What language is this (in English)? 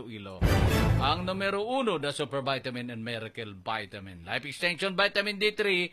Hiligaynon